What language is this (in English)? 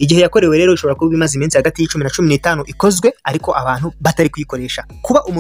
Kinyarwanda